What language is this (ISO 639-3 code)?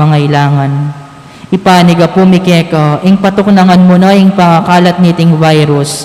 pam